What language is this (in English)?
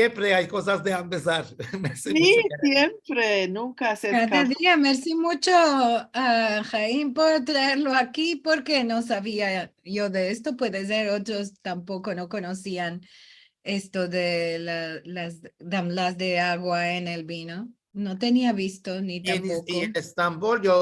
Ladino